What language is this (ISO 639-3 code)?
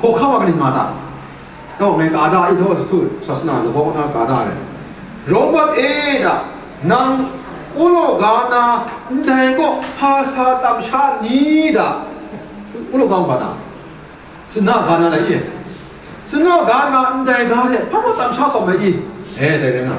kac